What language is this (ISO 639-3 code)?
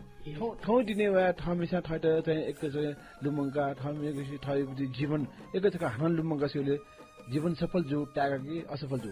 new